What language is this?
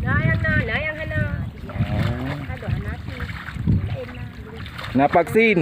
Achinese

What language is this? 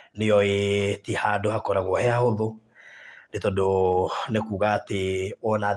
Kikuyu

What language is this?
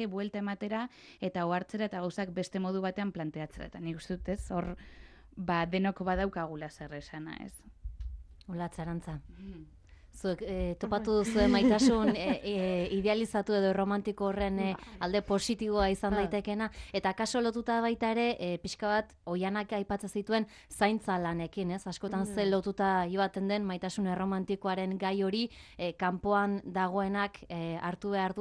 Basque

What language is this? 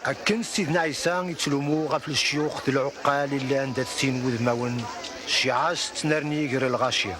Kabyle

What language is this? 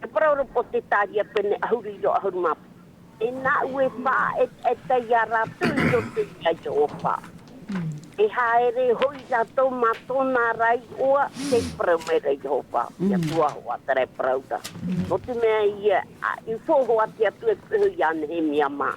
Tahitian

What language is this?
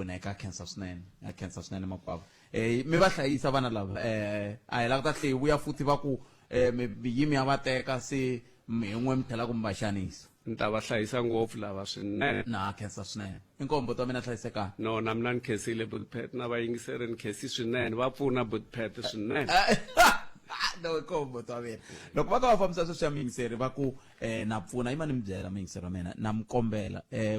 Tsonga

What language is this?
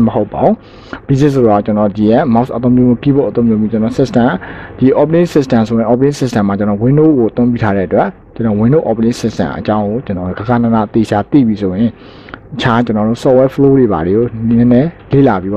Burmese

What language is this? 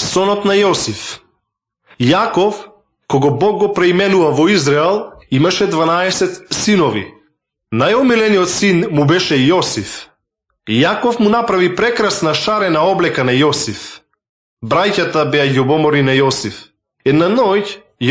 Macedonian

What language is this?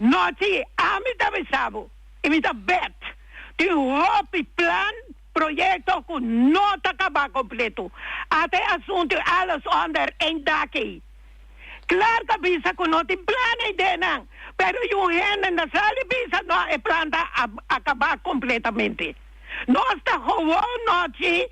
Papiamento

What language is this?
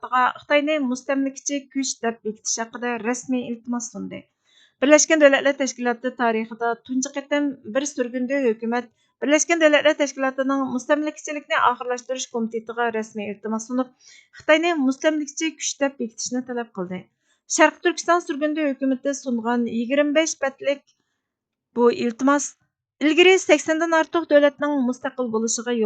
Uyghur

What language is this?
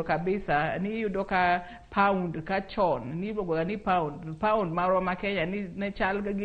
Luo (Kenya and Tanzania)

